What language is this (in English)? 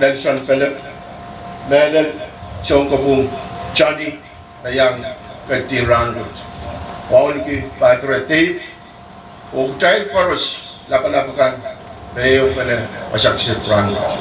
Pohnpeian